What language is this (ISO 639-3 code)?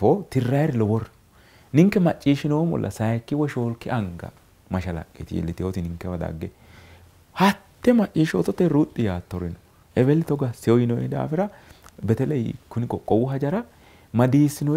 sid